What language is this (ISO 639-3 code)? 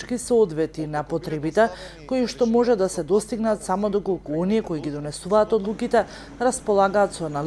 mkd